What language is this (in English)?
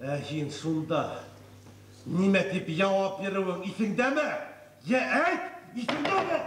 Bashkir